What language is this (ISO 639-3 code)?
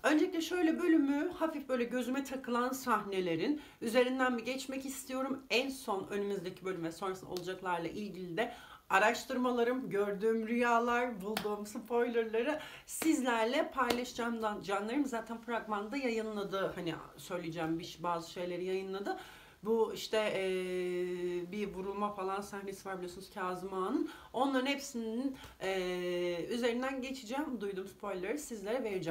tur